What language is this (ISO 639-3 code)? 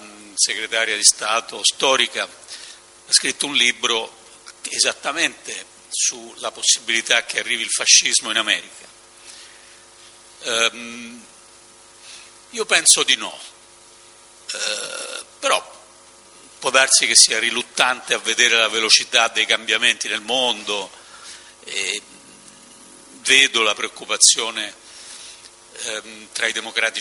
ita